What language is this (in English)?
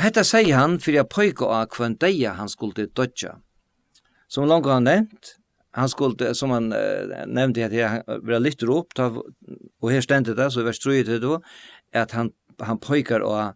Faroese